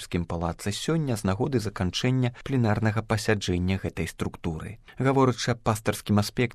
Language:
Belarusian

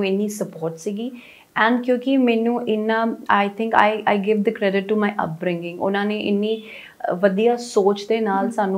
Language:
Punjabi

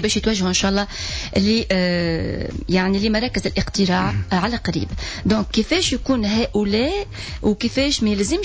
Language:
Tunisian Arabic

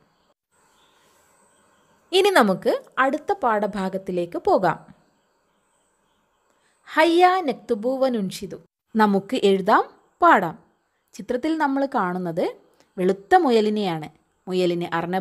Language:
Malayalam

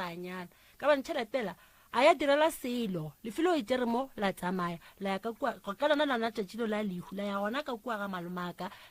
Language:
Northern Sotho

